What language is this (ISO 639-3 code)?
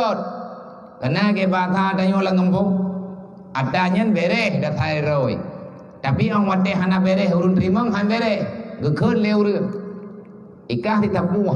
ace